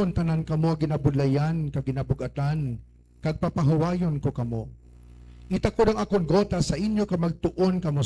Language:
Hiligaynon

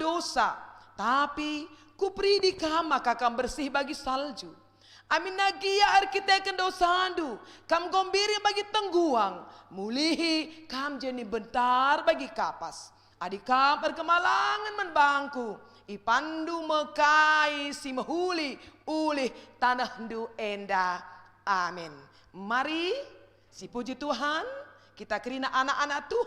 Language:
Batak Karo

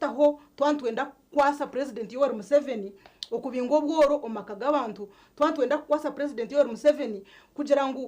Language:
Nyankole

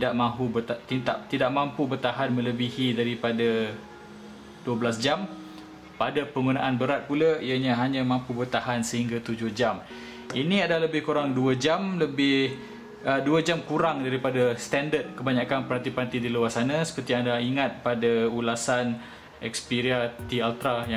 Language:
Malay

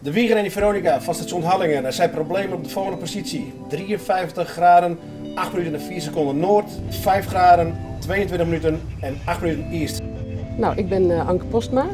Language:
Western Frisian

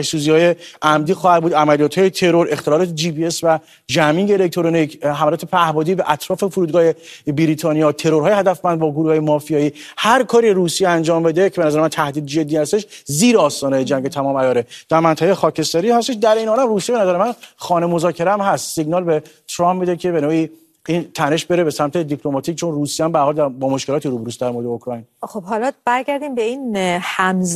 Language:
Persian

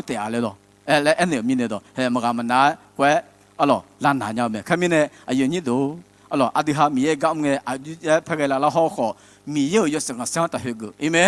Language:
Akha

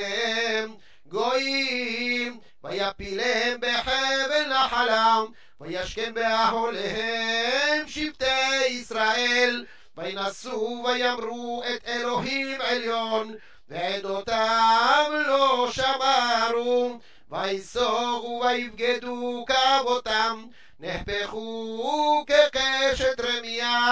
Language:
Hebrew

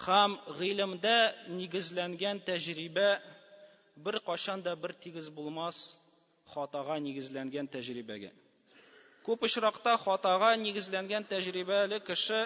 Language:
Tatar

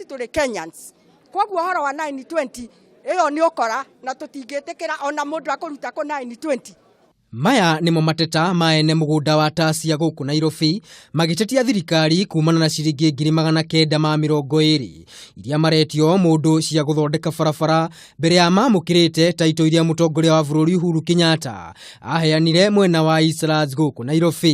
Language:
Kikuyu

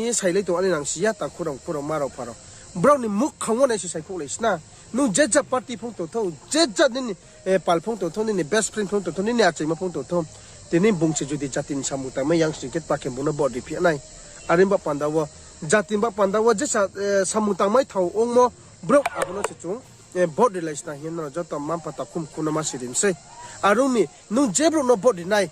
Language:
Riang (India)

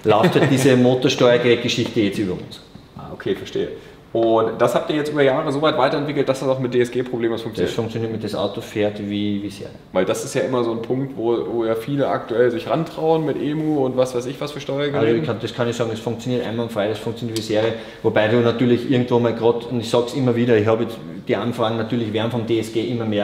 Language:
German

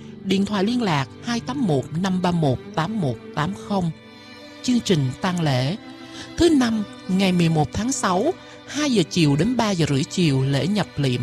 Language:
Vietnamese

